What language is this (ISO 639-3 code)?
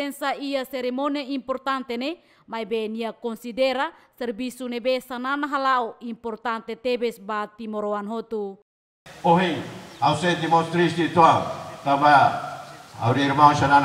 tet